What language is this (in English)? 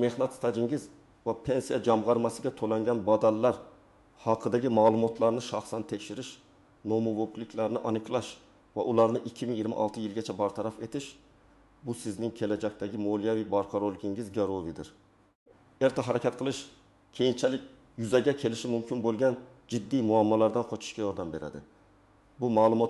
Uzbek